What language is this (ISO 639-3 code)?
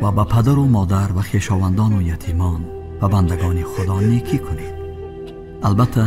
tgk